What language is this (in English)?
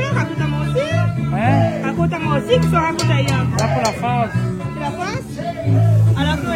Réunion Creole French